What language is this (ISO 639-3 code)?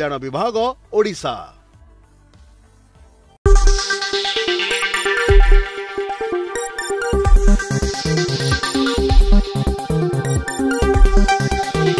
ori